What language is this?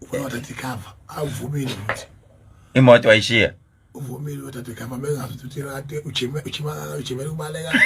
Zulu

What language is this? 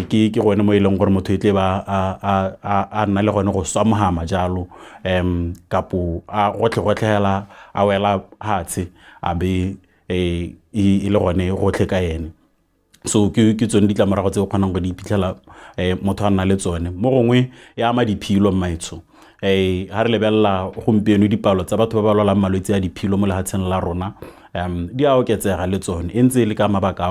Tswana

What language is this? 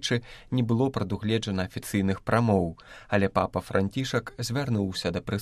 Belarusian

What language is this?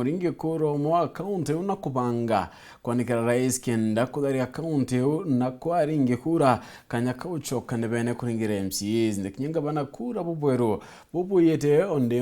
Meru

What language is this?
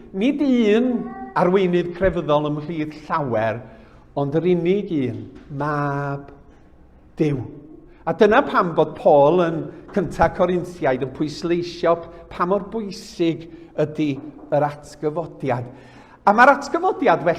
Welsh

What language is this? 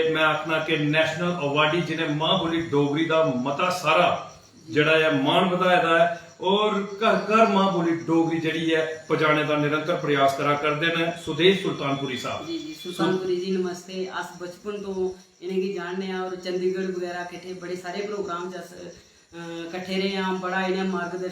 Dogri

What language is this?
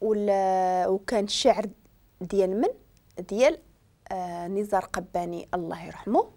Moroccan Arabic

